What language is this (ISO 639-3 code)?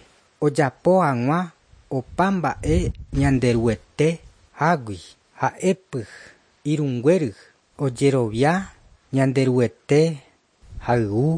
grn